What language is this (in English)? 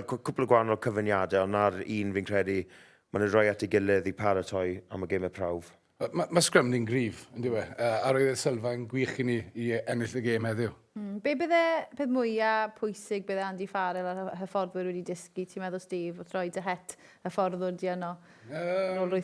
Welsh